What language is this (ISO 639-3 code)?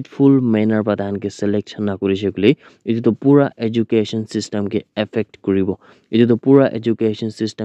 nag